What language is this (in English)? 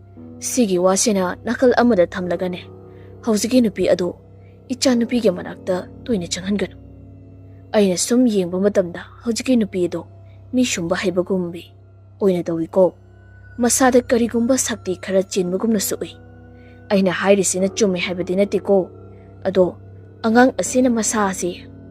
Manipuri